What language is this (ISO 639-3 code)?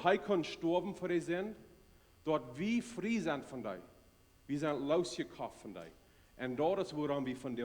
pdt